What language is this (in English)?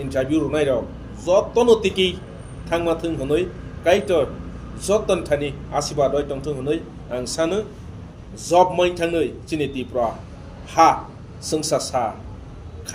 Kok Borok